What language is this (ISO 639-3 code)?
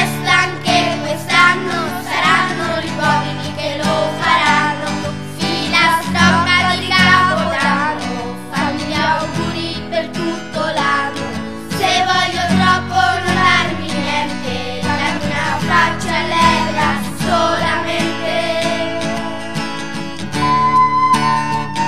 ita